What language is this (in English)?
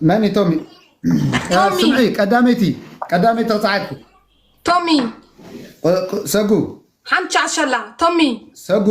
Tigrinya